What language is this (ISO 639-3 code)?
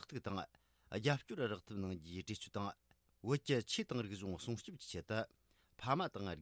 bod